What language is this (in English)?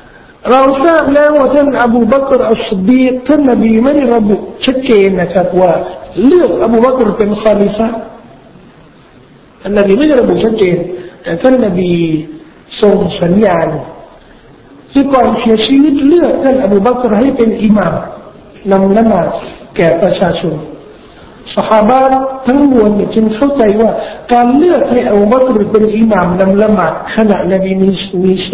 Thai